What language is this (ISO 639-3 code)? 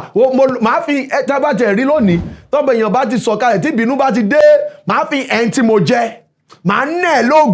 yor